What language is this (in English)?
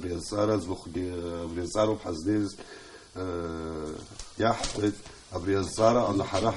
Abkhazian